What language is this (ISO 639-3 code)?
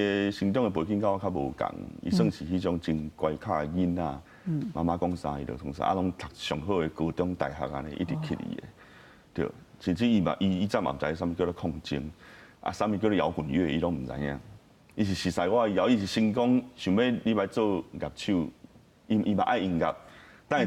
nan